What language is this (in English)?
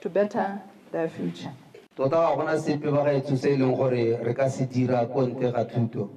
Tswana